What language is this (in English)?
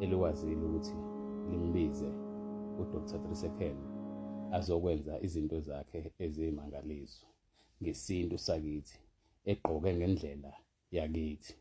Zulu